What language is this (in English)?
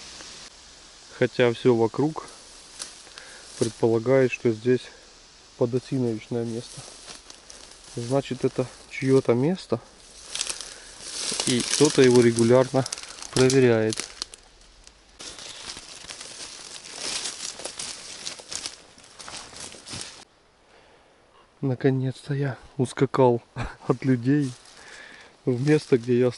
Russian